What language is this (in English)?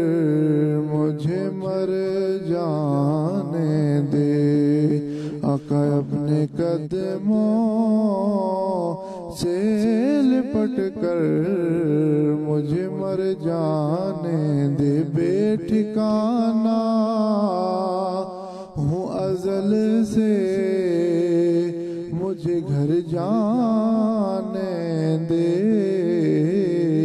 Urdu